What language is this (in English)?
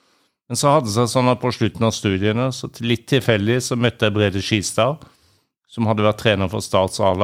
Norwegian